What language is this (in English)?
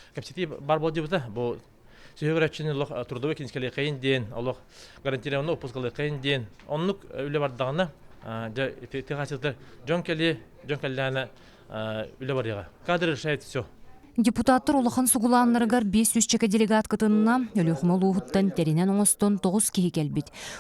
Yakut